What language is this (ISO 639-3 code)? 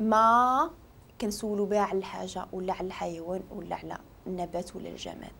ary